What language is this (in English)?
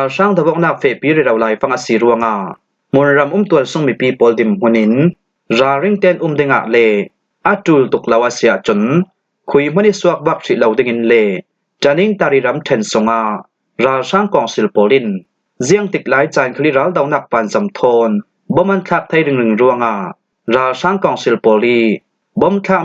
Falam Chin